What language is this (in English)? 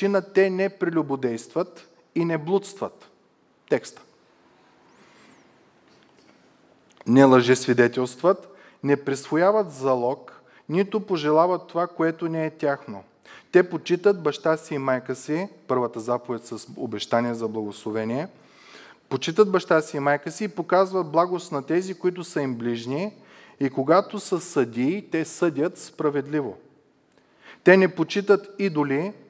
Bulgarian